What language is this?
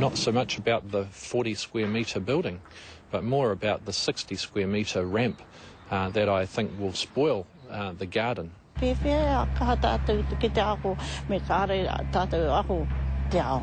Māori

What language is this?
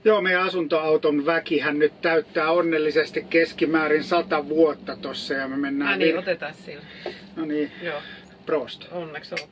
Finnish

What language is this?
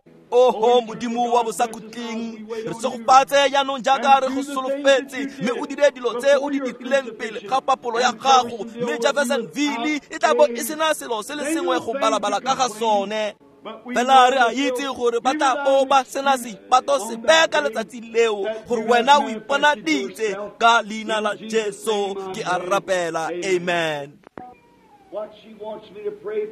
Tswana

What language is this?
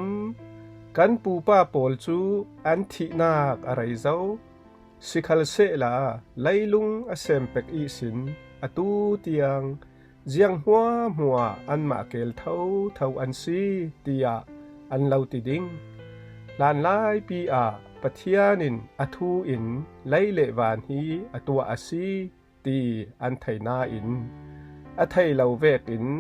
Falam Chin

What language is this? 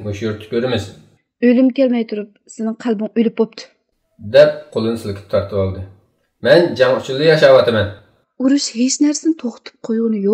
Uyghur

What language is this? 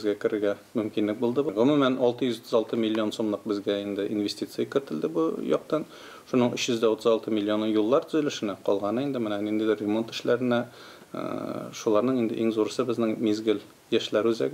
Tatar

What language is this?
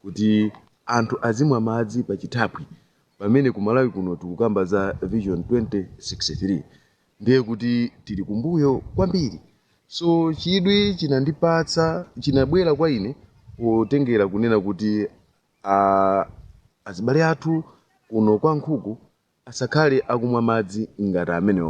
Nyanja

